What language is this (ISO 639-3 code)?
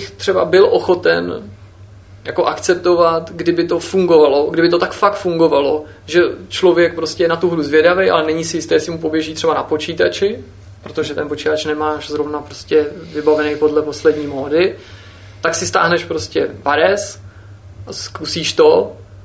ces